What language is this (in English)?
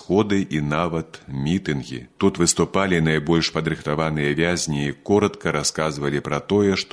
Belarusian